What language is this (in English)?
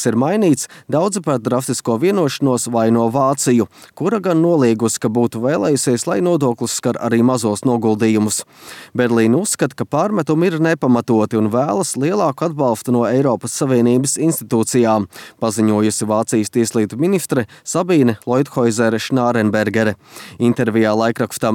Latvian